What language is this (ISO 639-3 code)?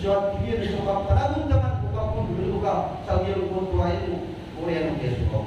mrw